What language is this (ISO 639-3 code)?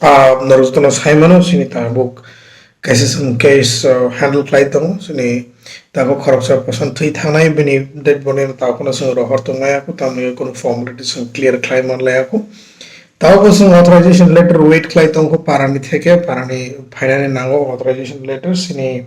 trp